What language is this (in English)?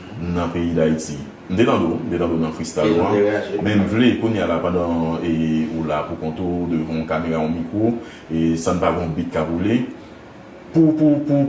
Haitian Creole